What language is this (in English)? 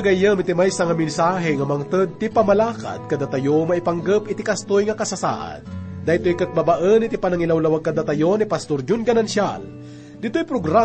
Iloko